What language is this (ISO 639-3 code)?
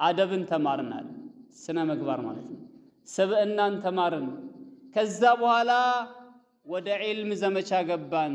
amh